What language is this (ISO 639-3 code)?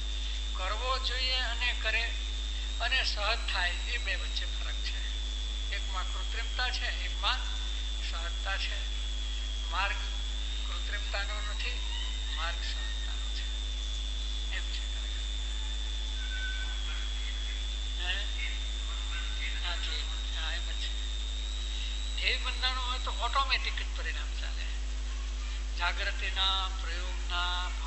guj